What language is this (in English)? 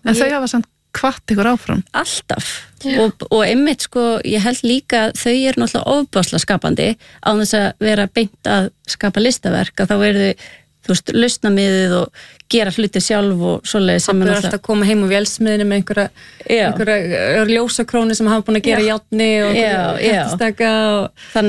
Icelandic